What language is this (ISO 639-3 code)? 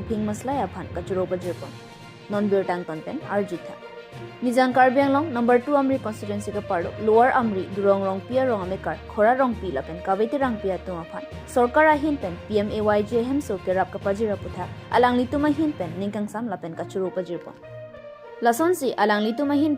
mjw